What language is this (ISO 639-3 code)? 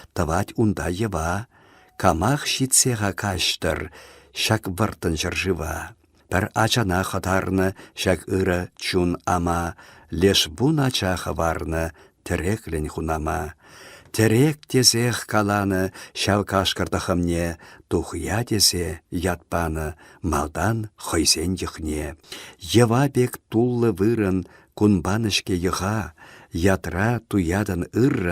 chv